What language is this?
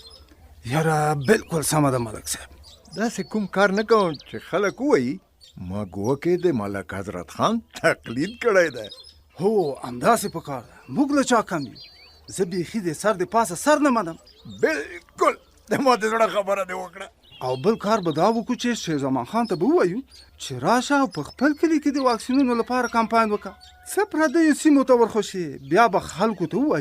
Pashto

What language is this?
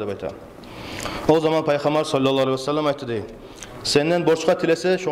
Kumyk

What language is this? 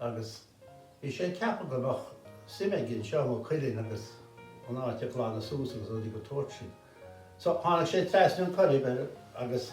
Irish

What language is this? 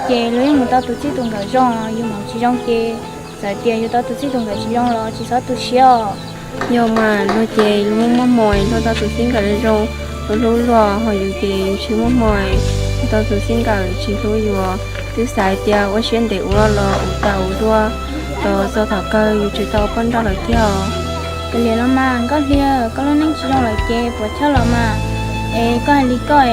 Hmong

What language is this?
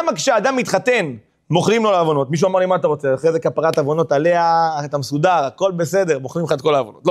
Hebrew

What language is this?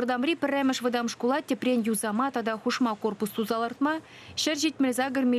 Chuvash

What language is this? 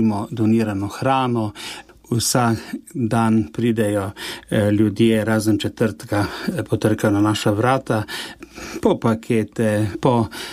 Slovenian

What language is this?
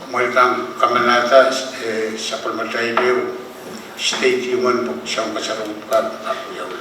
Pohnpeian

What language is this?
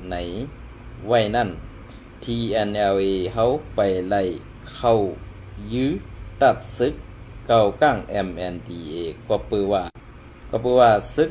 Shan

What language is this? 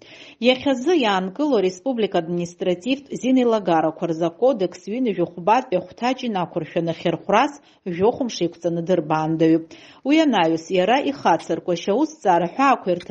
Abkhazian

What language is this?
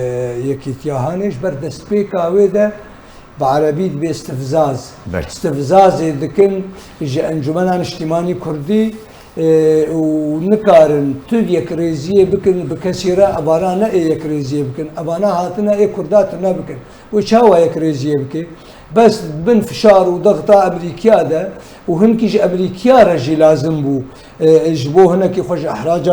Kurdish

